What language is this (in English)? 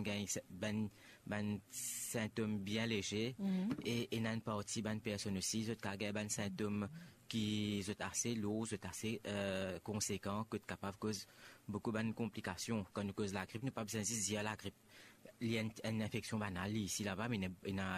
Morisyen